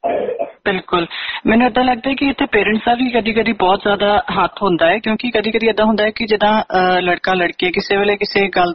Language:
Punjabi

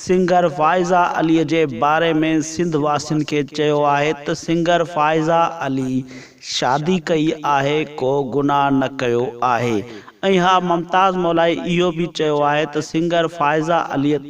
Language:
Sindhi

